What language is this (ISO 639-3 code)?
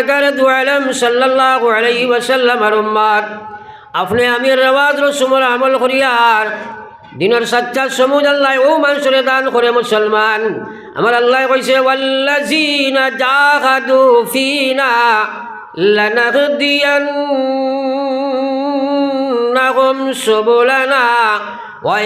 syl